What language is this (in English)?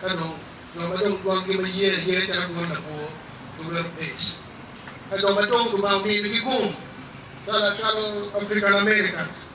Acoli